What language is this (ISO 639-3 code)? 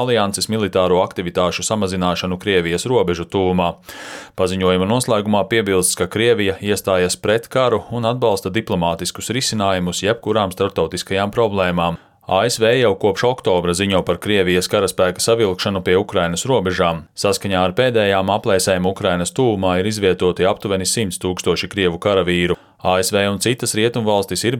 lav